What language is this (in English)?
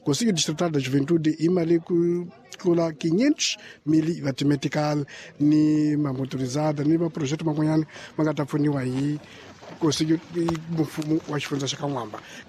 Tsonga